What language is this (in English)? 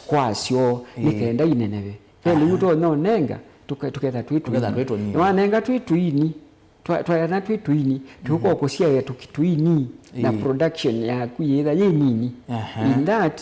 Kamba